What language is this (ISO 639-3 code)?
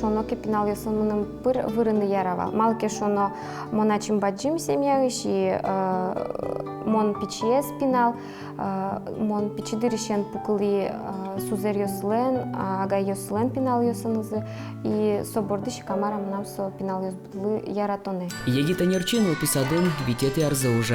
udm